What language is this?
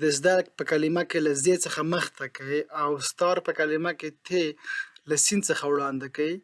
Pashto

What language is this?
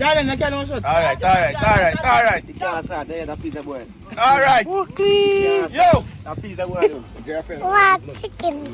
Jamaican Creole English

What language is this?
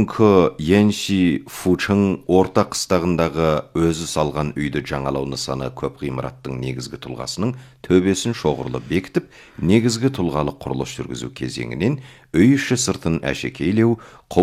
Kazakh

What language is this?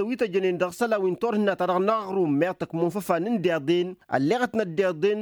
Tamasheq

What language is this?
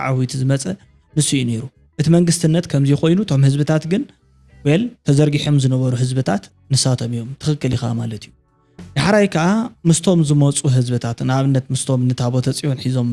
Tigrinya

